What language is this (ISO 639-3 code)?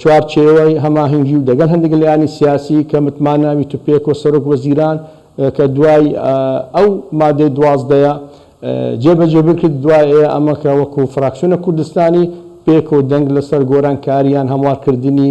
ckb